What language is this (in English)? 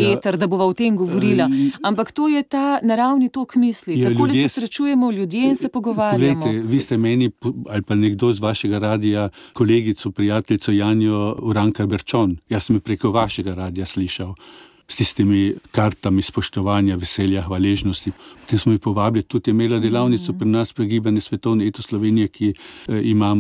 Slovenian